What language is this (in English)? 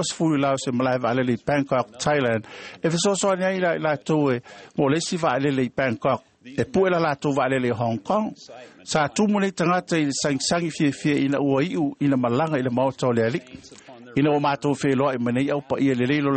Samoan